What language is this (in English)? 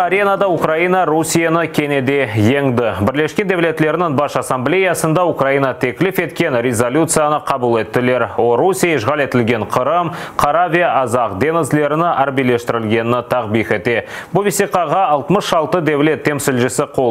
Crimean Tatar